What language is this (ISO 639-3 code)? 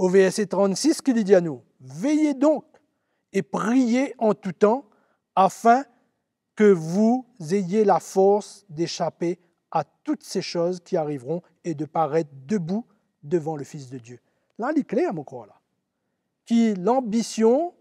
mfe